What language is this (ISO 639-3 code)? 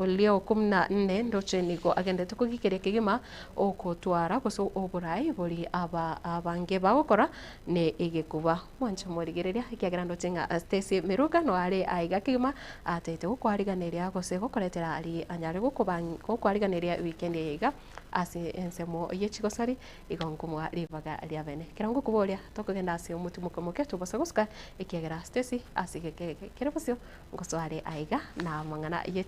guz